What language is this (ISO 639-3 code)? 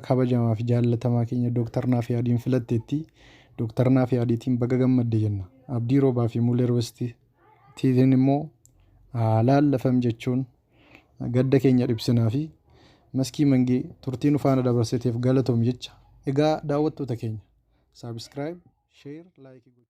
orm